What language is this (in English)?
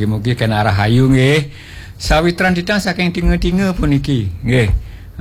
Balinese